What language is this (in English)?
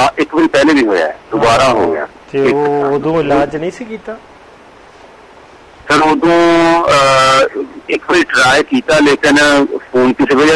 Punjabi